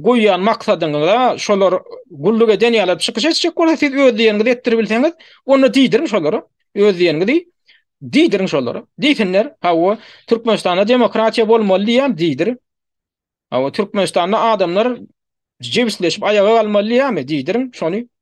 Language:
Turkmen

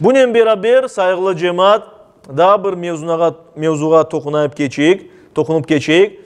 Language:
Crimean Tatar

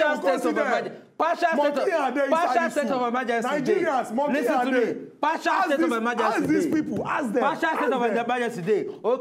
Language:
Nigerian Pidgin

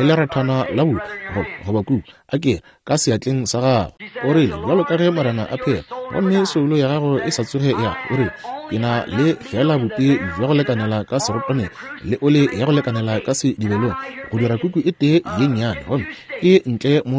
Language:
Northern Sotho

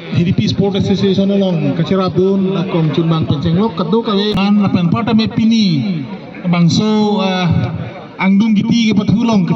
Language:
Karbi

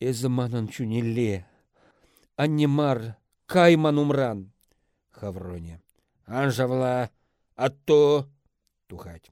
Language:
Chuvash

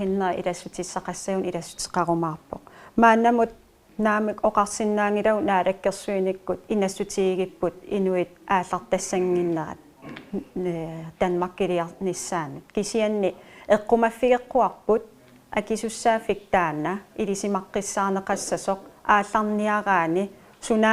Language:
Kalaallisut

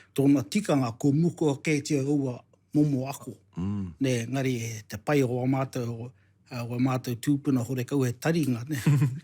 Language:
Māori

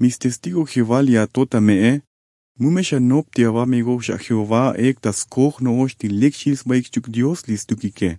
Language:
Tzotzil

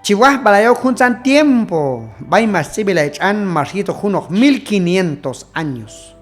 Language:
Q'anjob'al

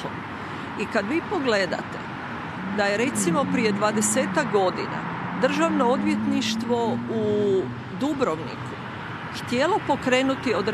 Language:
Croatian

